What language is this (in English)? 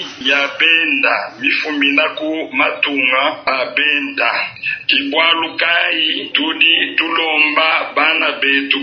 Luba-Lulua